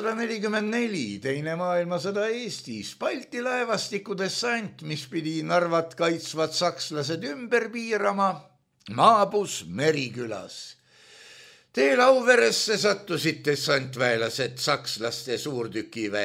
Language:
Estonian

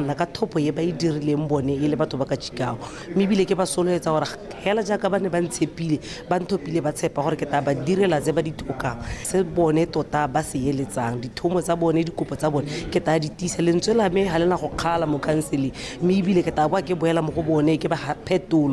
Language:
Tswana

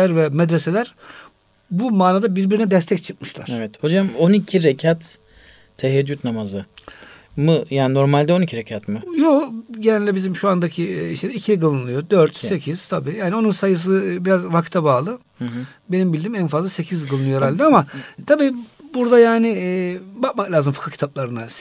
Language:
Turkish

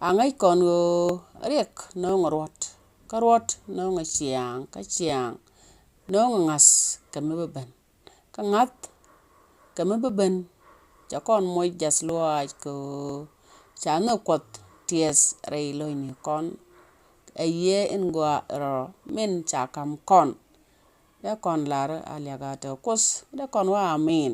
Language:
Nuer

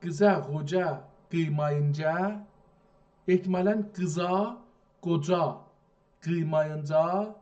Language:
South Azerbaijani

